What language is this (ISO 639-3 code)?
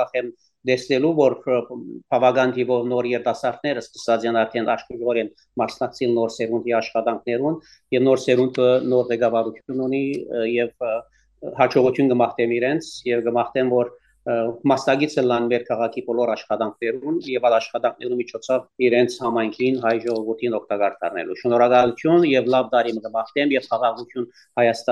hyw